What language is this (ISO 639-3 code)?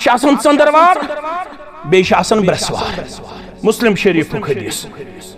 kas